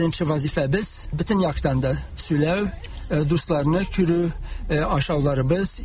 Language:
Tatar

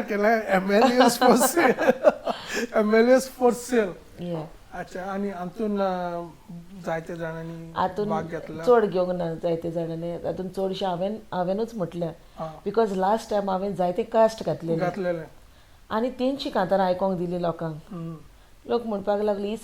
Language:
Konkani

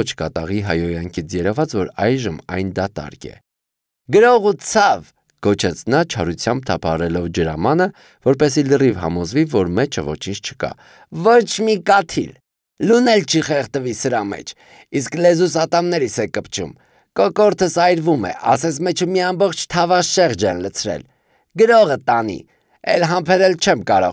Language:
Armenian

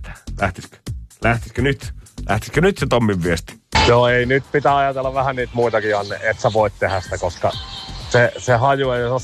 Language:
Finnish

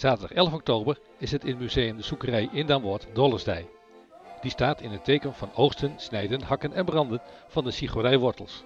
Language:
Western Frisian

